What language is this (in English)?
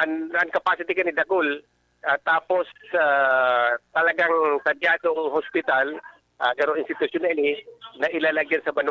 Bikol